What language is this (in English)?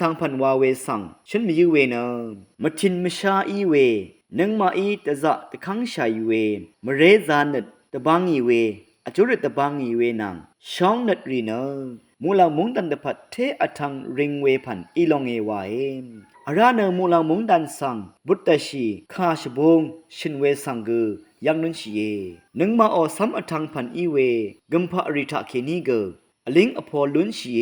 Rawang